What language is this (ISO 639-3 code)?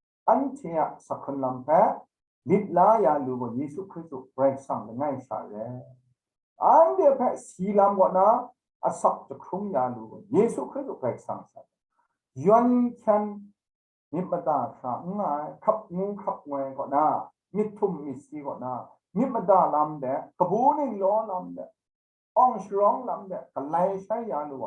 kac